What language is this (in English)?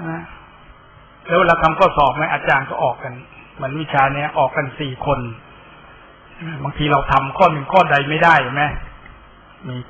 Thai